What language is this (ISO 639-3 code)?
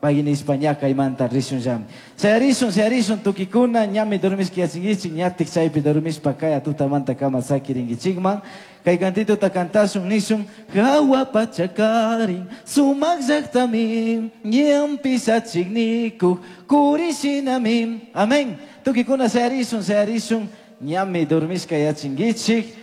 qug